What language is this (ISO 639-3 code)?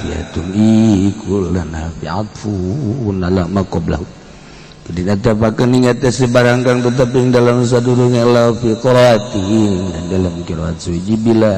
sun